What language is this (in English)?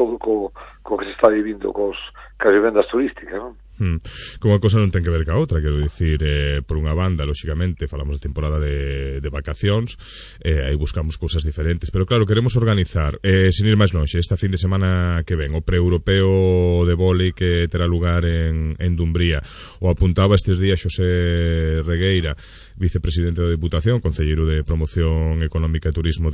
Galician